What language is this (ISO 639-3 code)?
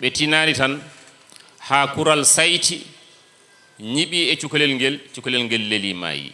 ful